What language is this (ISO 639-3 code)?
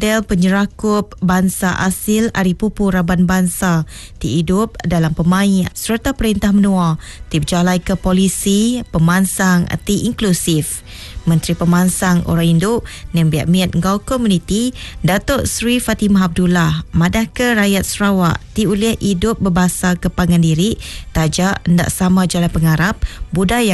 iba